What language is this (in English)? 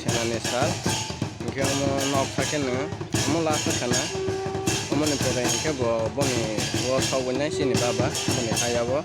Kok Borok